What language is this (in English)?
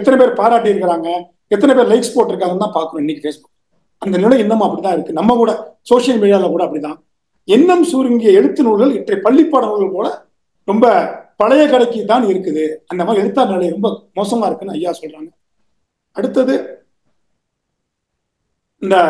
Tamil